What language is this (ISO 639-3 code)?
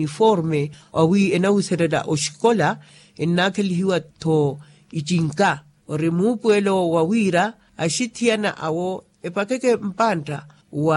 vmw